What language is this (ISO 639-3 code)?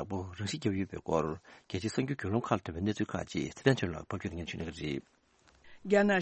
bod